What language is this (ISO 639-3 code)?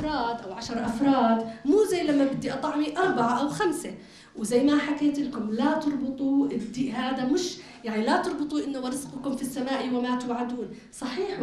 apc